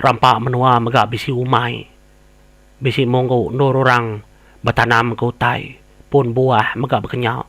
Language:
Iban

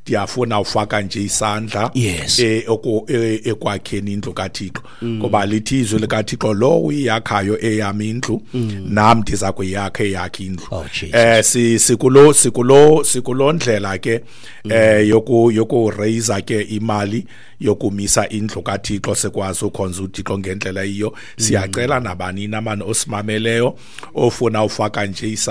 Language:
Xhosa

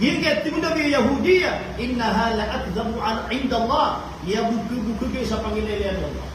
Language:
Maranao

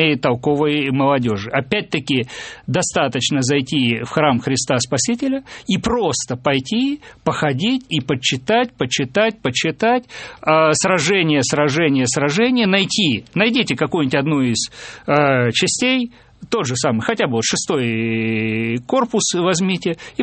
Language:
Russian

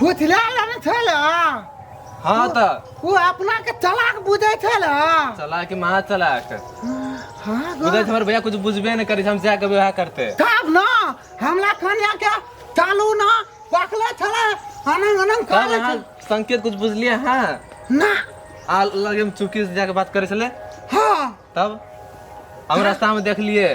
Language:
Maithili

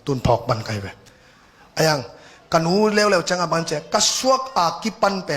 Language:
Tedim Chin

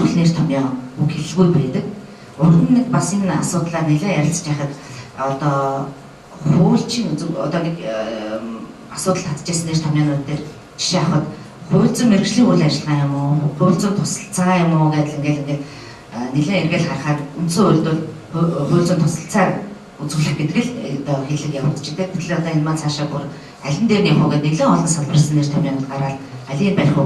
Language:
Mongolian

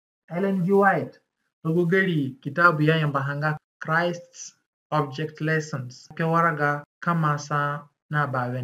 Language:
Zande (individual language)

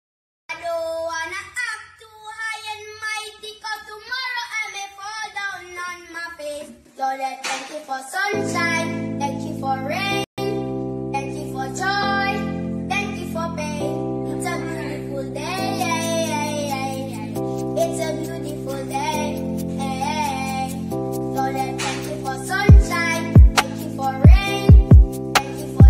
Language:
English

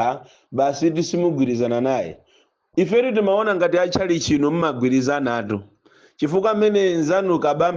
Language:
Nyanja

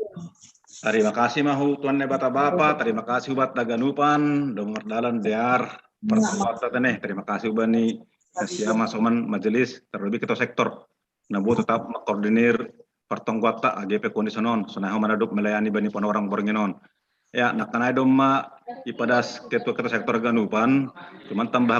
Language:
Batak Simalungun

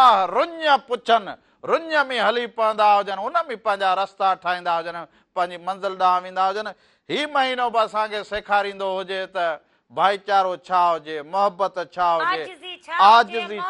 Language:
Sindhi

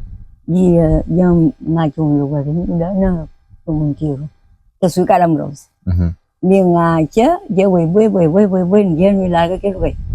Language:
Kabuverdianu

